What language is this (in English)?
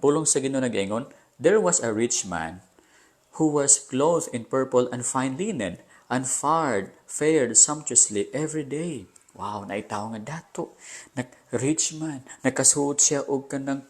Cebuano